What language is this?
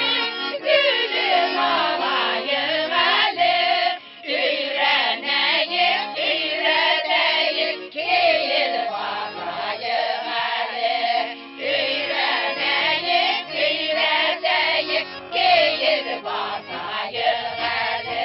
Bashkir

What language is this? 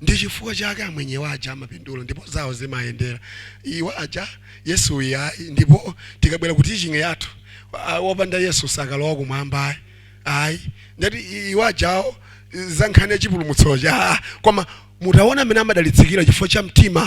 Nyanja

